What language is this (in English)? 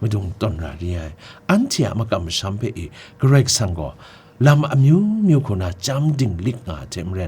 Kachin